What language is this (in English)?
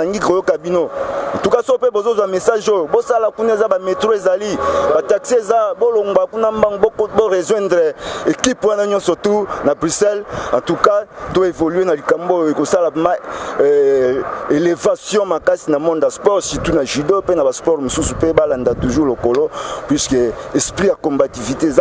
Lingala